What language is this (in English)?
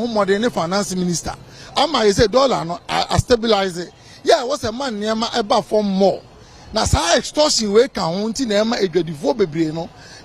Akan